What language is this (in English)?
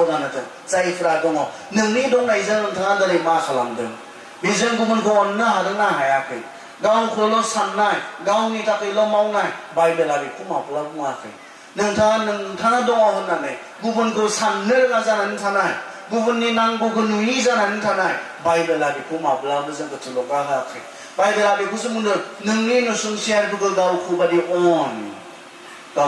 Bodo